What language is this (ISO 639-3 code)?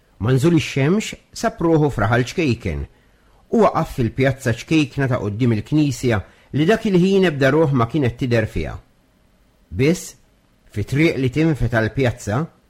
mlt